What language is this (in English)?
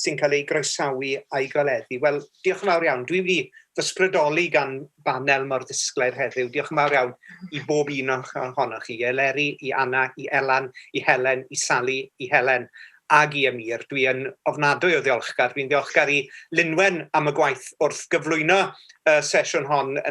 Welsh